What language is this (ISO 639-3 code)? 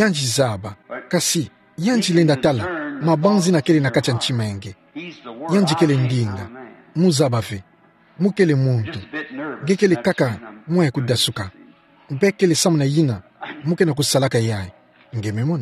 ktu